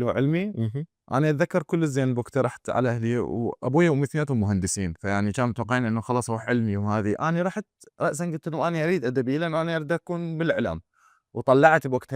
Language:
Mesopotamian Arabic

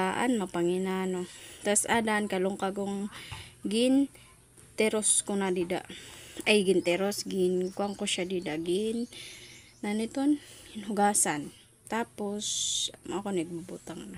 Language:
Waray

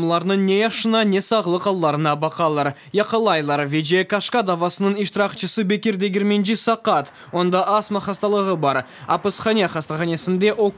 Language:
Crimean Tatar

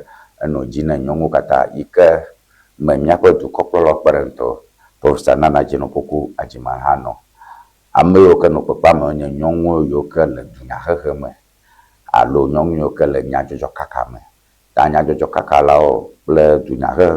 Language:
Ewe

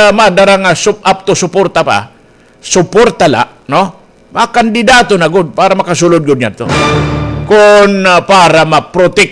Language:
Waray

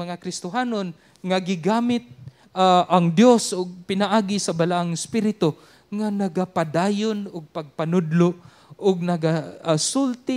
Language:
Cebuano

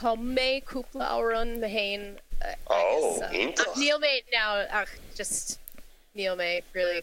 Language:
Irish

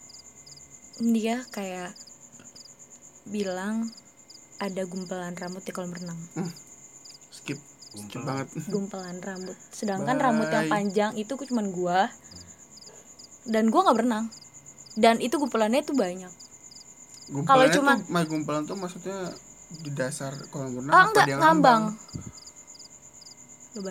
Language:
Indonesian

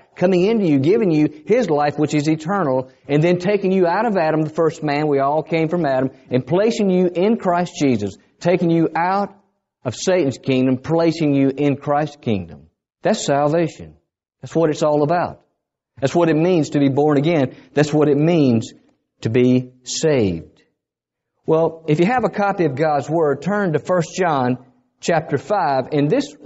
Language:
English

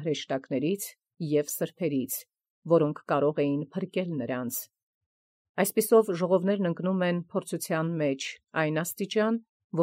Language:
Armenian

